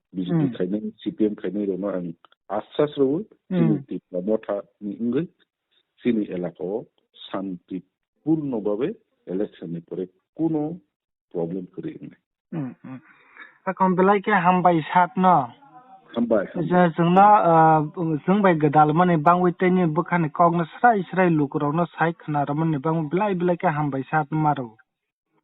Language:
Kok Borok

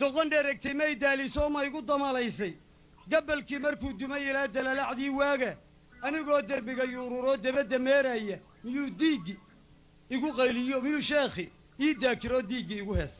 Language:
Somali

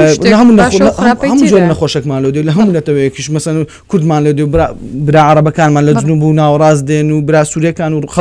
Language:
Central Kurdish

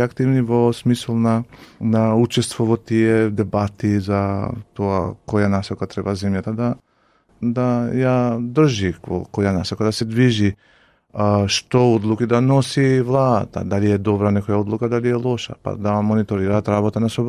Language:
Macedonian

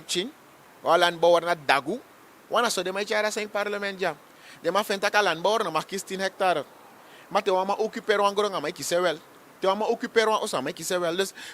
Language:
Sranan Tongo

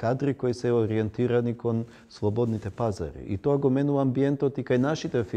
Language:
Macedonian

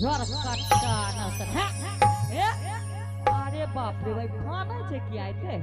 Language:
Angika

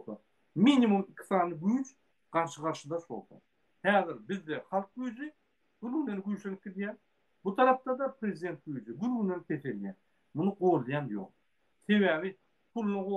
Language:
Turkmen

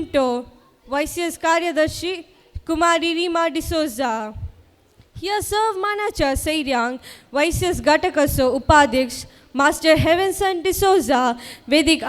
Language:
Konkani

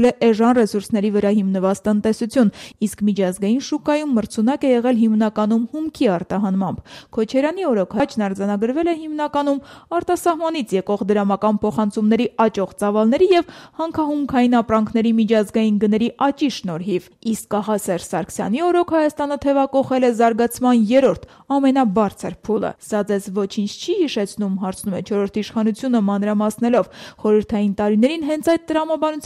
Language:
Armenian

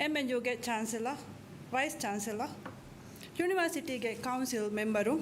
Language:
Divehi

